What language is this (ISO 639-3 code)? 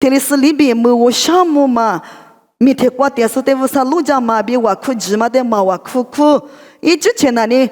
lis